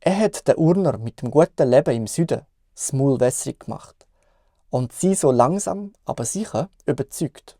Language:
Swiss German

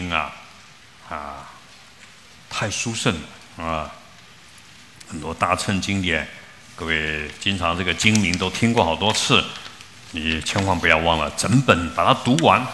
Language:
Chinese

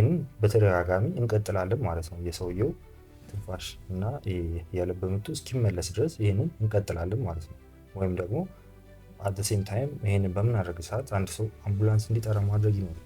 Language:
Amharic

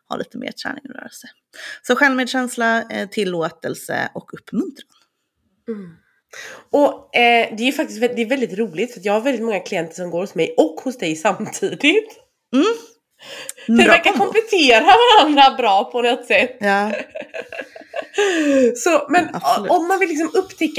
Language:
Swedish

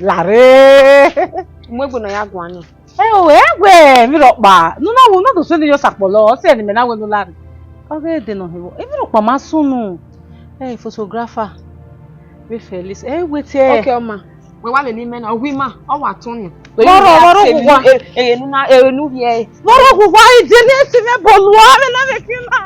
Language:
Bini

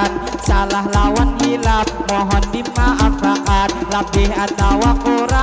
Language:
Banjar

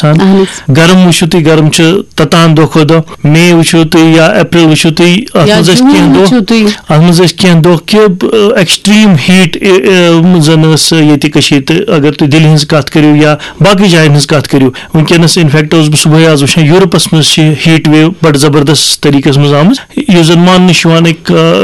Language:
Kashmiri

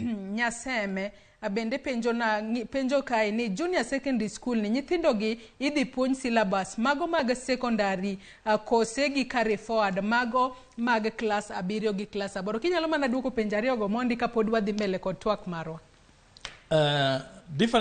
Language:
Luo (Kenya and Tanzania)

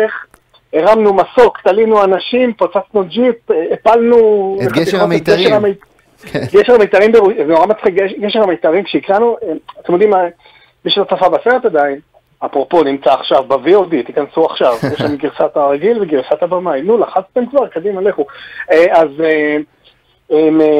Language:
Hebrew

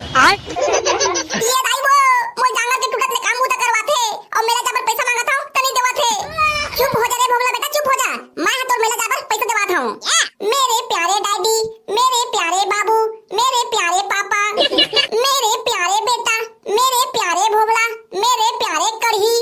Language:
Chhattisgarhi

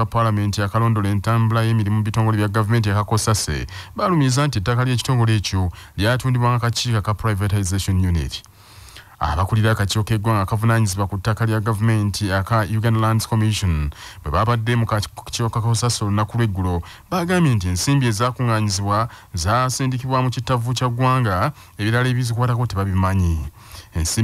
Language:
Ganda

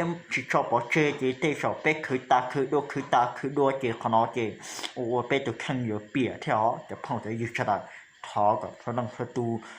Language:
Hmong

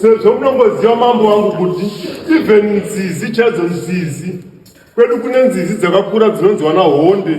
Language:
Shona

